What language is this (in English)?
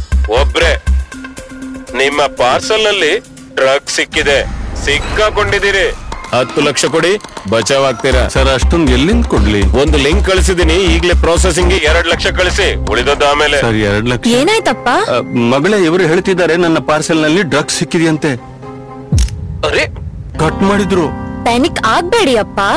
Kannada